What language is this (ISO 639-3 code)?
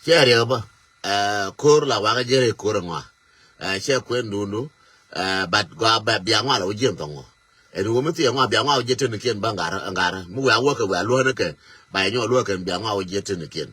nus